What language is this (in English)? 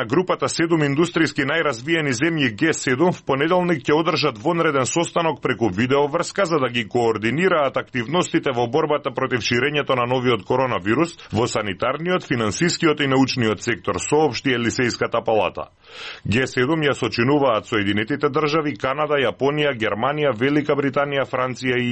Macedonian